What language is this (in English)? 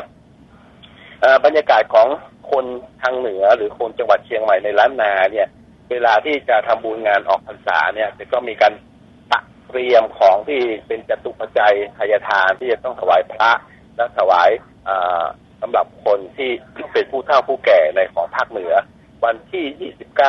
Thai